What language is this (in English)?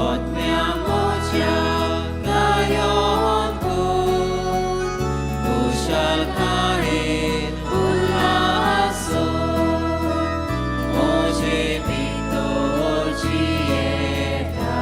Konkani